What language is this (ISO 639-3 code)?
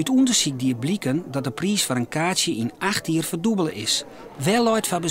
fry